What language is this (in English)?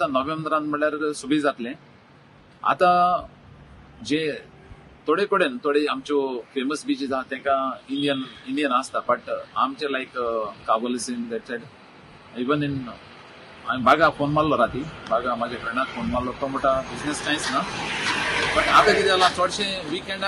Konkani